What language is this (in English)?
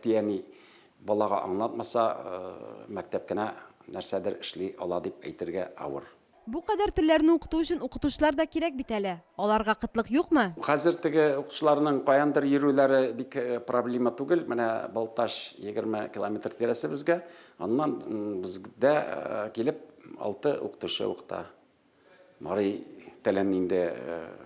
Tatar